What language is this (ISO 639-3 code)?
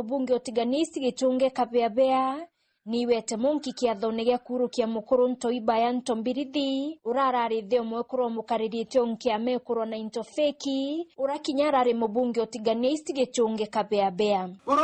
mer